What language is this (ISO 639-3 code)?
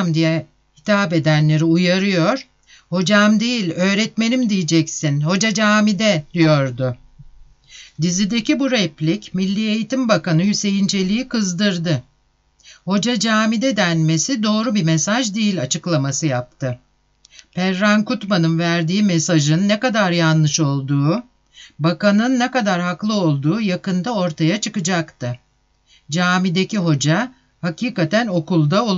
tur